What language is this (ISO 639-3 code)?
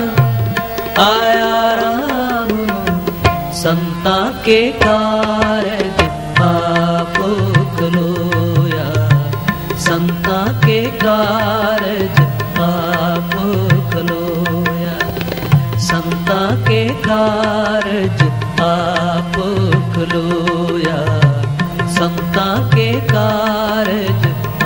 pan